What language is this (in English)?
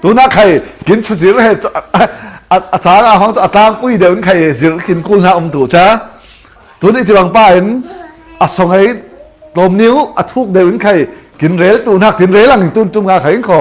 Falam Chin